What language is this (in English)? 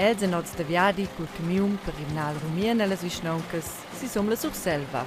Romansh